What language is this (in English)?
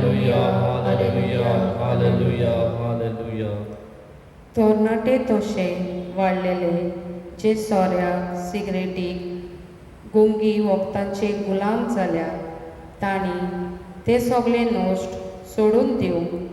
Konkani